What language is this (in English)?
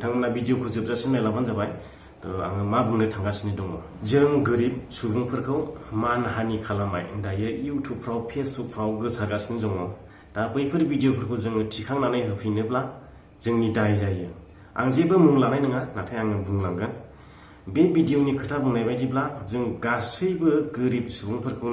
Bodo